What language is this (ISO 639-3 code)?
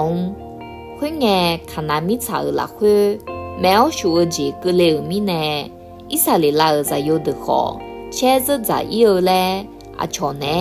ahk